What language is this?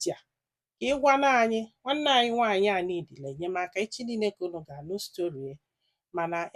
Igbo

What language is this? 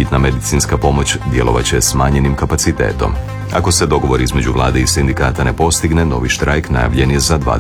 Croatian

